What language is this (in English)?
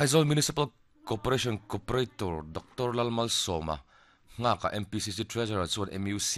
Mizo